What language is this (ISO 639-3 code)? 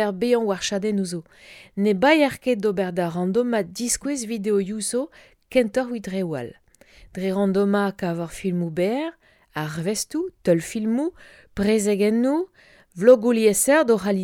bre